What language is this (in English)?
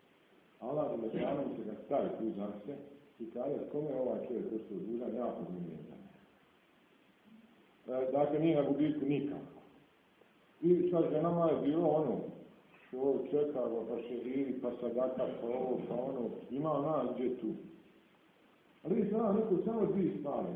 Bosnian